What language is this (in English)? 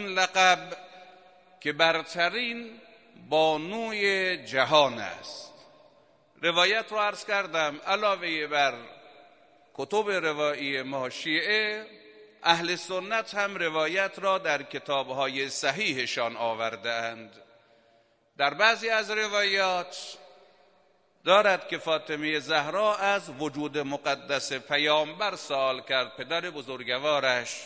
Persian